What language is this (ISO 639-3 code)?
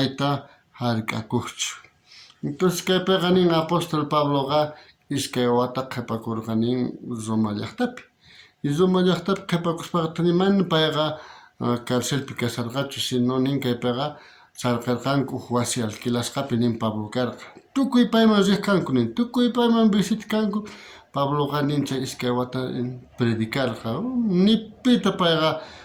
quh